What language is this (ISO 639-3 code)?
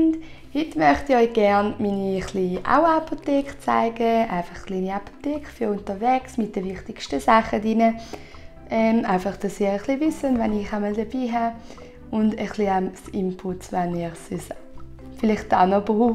gsw